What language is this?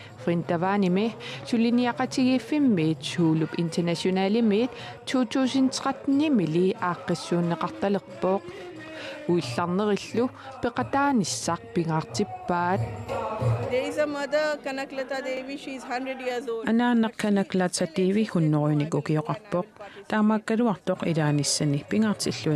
Kalaallisut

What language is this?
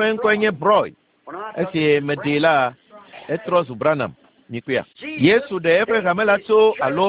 Ewe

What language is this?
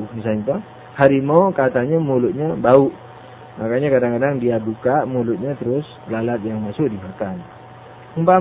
Indonesian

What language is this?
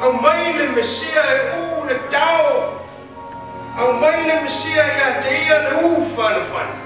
Samoan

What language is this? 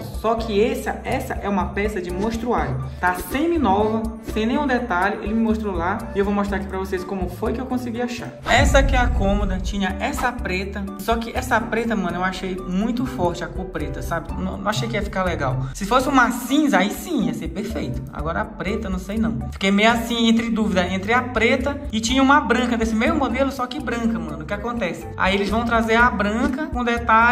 Portuguese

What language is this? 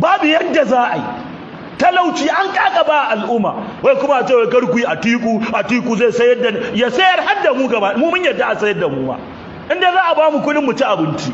Hausa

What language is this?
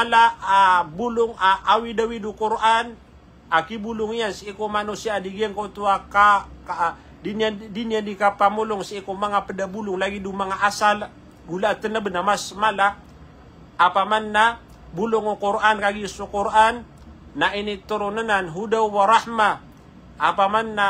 Maranao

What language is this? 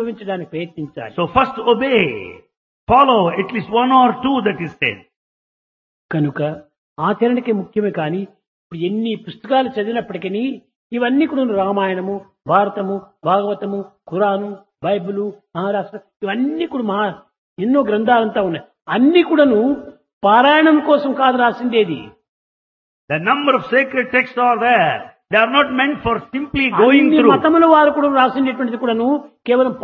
Telugu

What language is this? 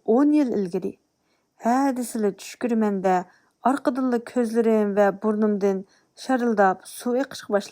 Uyghur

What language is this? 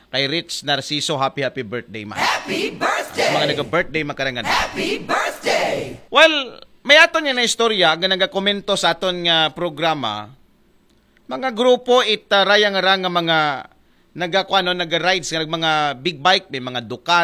Aklanon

